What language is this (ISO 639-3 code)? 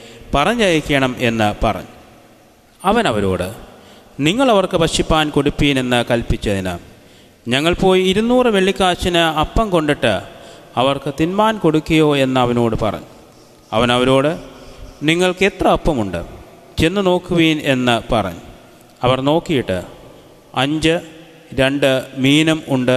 mal